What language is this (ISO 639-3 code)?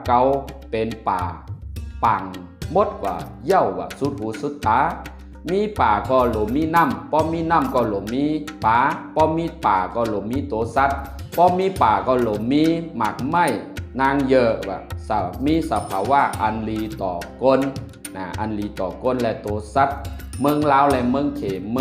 shn